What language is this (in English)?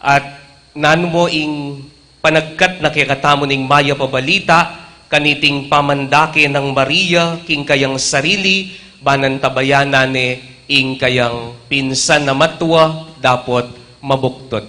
Pampanga